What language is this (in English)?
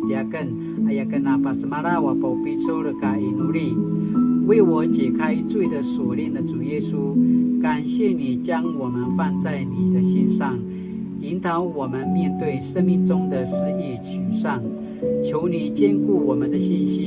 Paiwan